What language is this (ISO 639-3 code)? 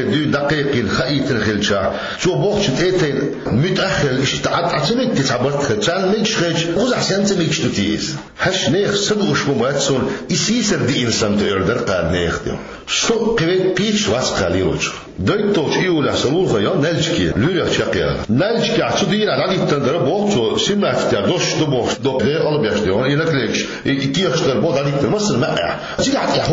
che